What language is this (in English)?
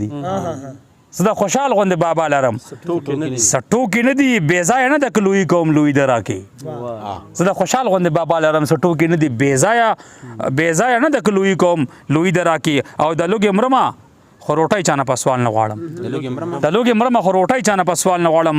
Pashto